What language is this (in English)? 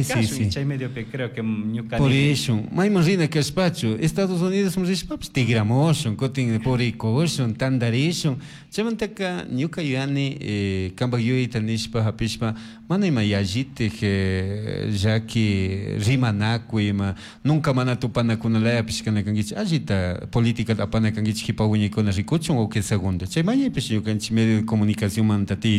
Chimborazo Highland Quichua